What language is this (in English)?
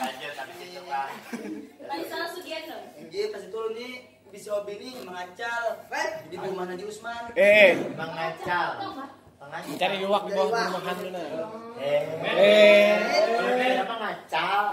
Banjar